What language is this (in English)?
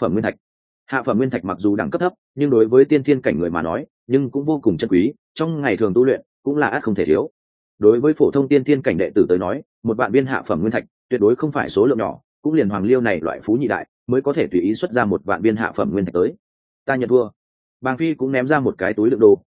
Vietnamese